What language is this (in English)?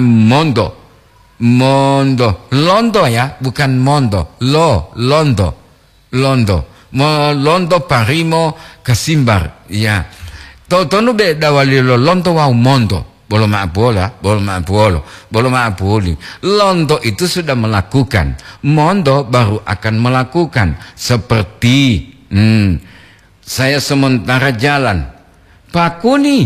Gorontalo